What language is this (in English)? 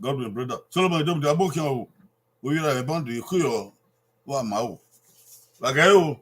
Bini